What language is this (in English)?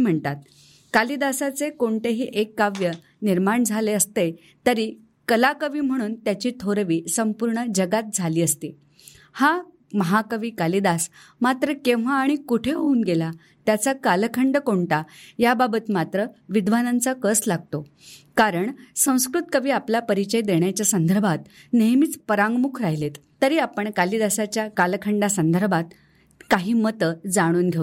Marathi